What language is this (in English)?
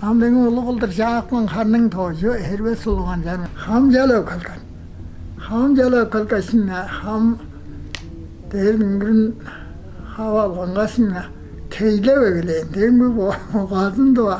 Tuvinian